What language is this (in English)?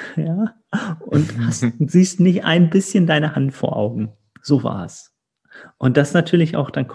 German